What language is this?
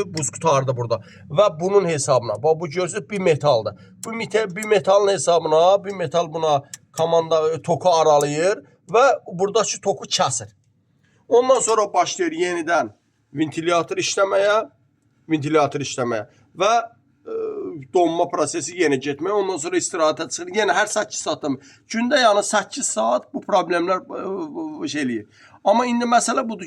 Azerbaijani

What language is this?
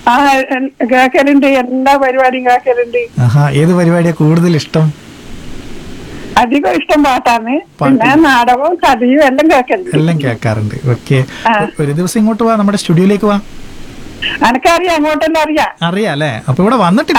Malayalam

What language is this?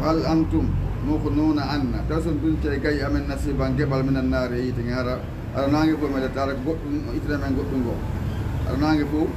Fula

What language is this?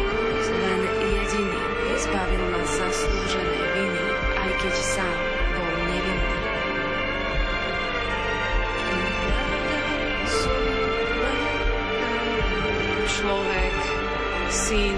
Slovak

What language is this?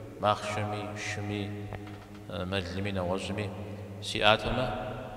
Kabardian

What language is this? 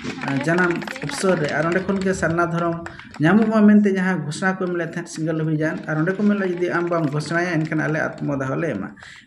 Santali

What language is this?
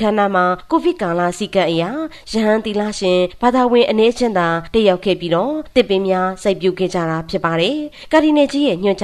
Burmese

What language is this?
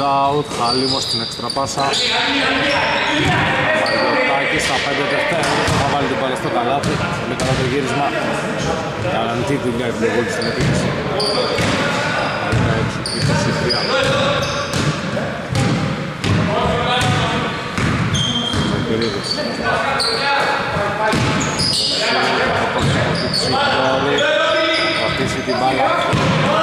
Greek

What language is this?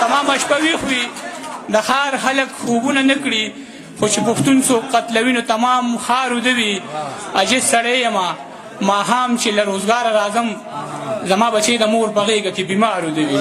Pashto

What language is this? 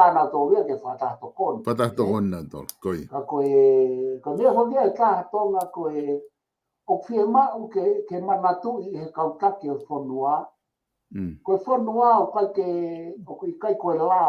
Tongan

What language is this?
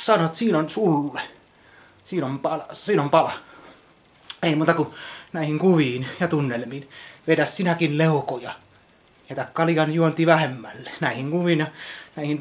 Finnish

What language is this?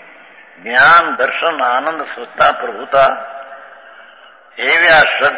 Gujarati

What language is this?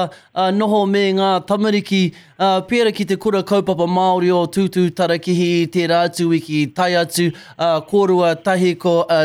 Māori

